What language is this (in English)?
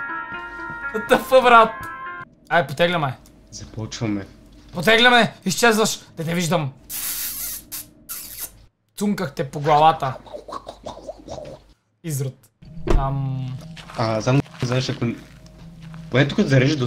Bulgarian